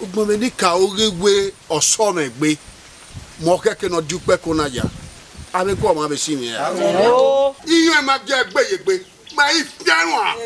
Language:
Bini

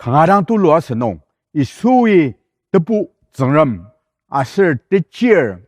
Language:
Ao Naga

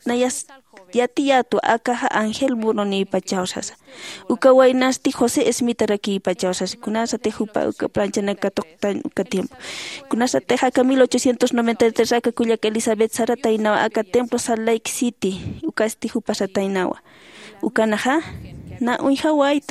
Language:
Aymara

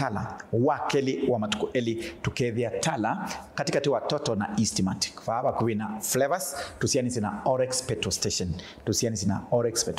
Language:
Kamba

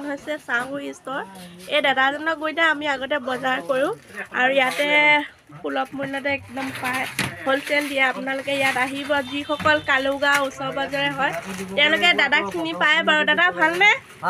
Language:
Assamese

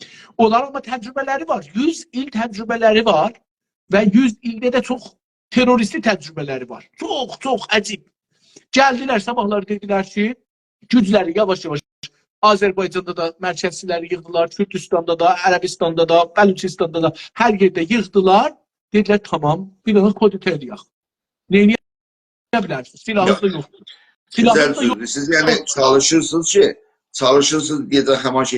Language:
South Azerbaijani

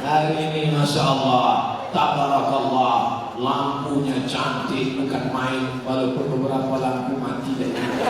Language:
Minangkabau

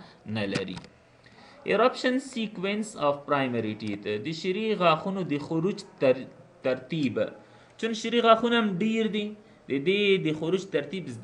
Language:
Pashto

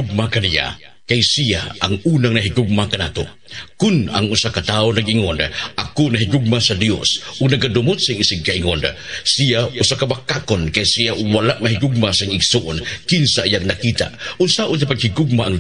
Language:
Cebuano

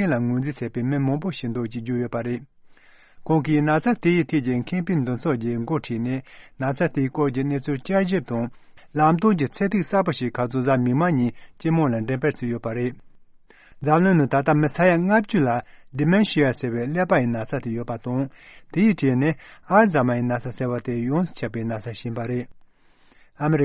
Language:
Tibetan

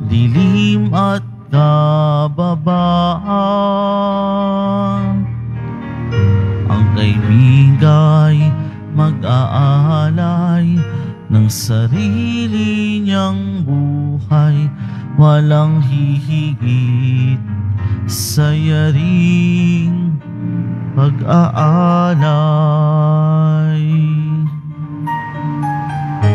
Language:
Filipino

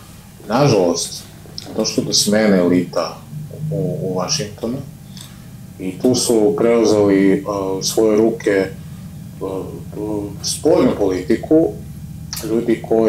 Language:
Serbian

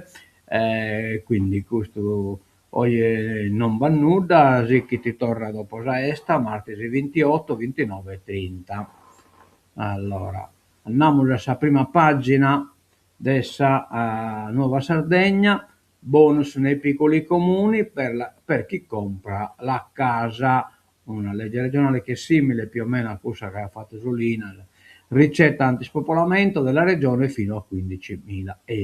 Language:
Sardinian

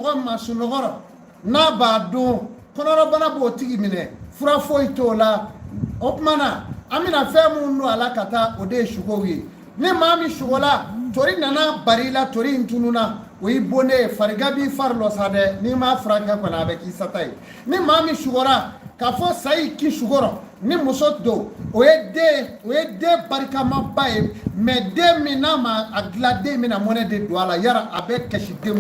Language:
Bambara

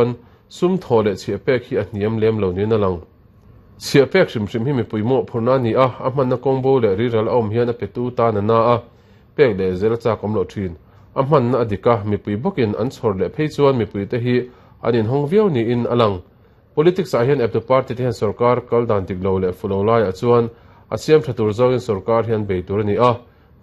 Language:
Mizo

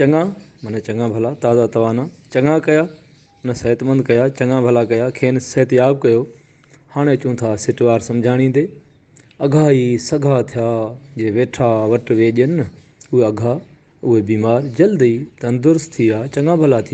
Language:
Sindhi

